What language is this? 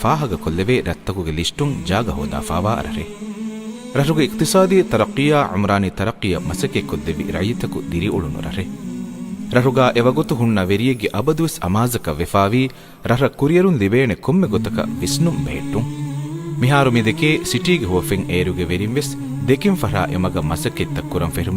Divehi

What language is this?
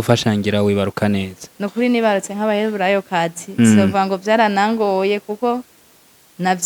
Rundi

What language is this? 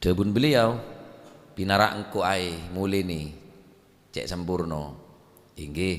Madurese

